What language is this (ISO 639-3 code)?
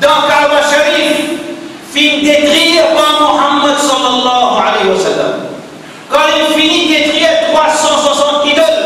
mfe